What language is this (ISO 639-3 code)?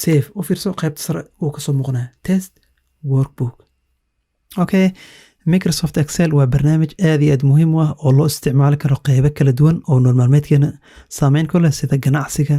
som